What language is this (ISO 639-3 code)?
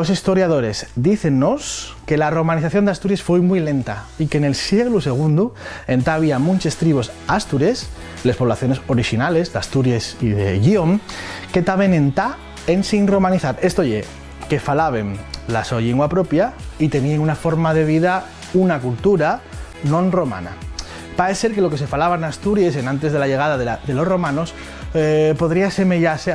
ast